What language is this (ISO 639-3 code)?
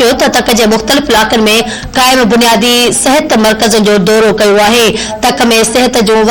snd